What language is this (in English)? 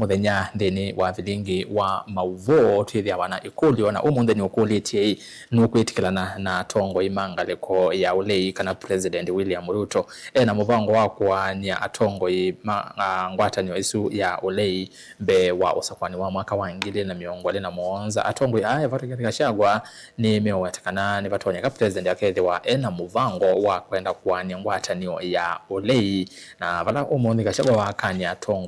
Kamba